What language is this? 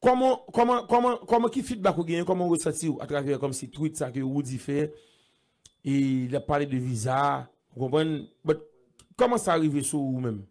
Haitian Creole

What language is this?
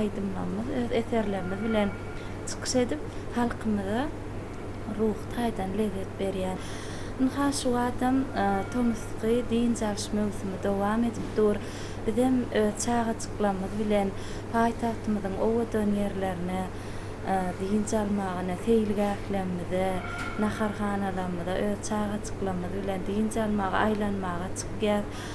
Turkmen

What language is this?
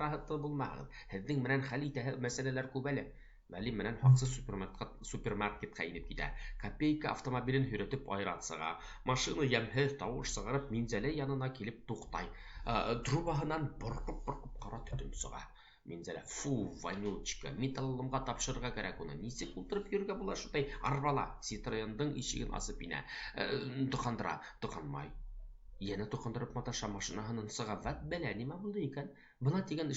Bashkir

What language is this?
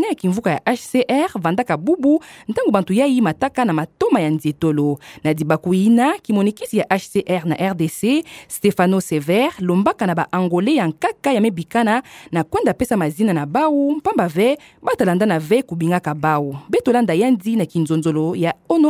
Kituba (Democratic Republic of Congo)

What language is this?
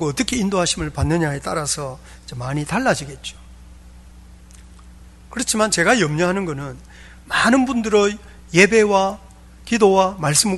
Korean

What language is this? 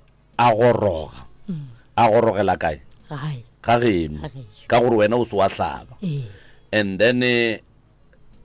Northern Sotho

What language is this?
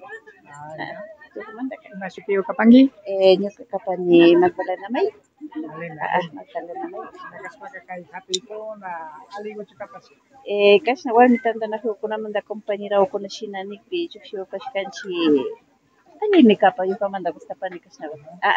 Imbabura Highland Quichua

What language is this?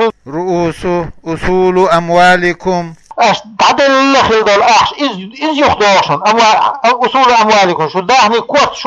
Chechen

